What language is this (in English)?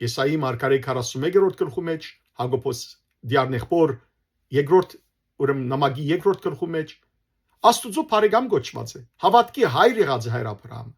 Western Armenian